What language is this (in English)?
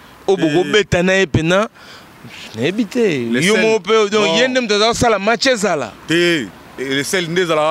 Lingala